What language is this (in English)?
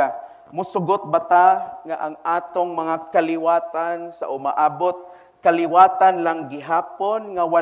Cebuano